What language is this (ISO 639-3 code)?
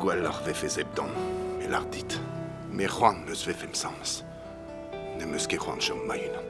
bre